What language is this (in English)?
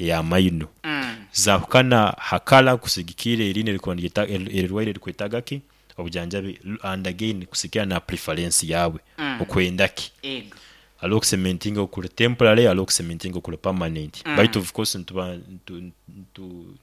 Nyankole